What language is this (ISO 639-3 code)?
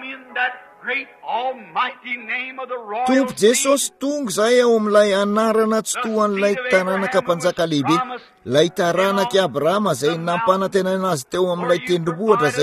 mlg